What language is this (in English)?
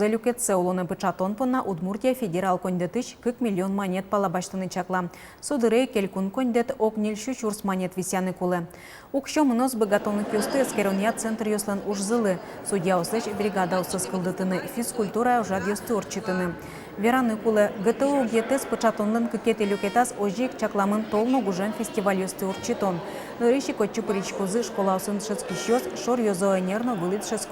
Udmurt